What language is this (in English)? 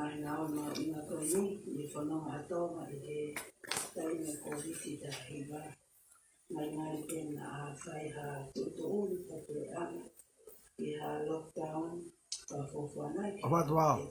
Tongan